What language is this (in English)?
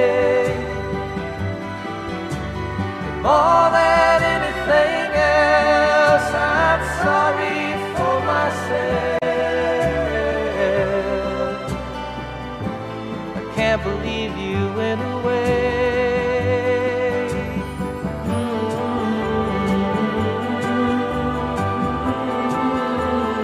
English